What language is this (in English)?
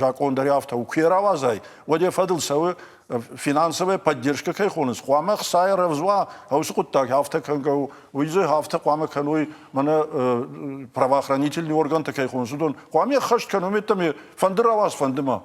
Ossetic